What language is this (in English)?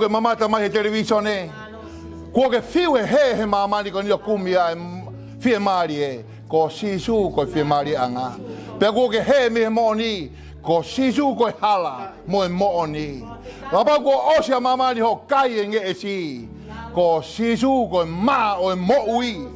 Tongan